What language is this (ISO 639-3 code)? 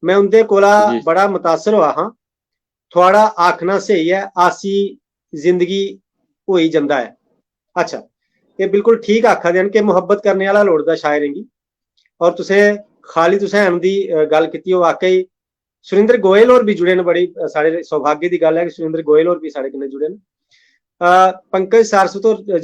doi